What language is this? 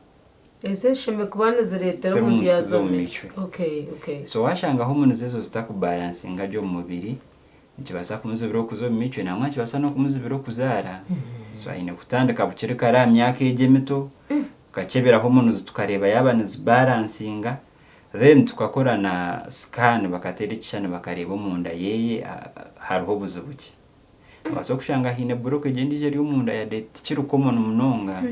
Nyankole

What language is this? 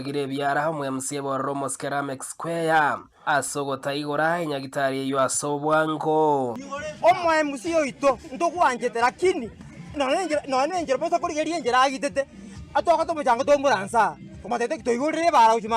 Gusii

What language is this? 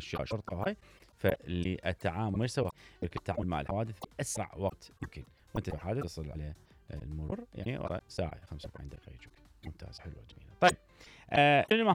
Mesopotamian Arabic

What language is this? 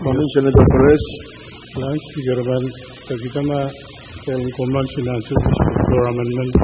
Pohnpeian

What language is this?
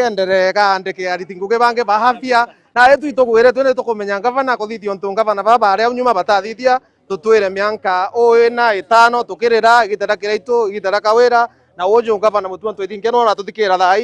Meru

